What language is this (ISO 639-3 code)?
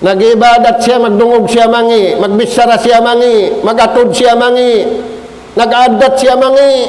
tsg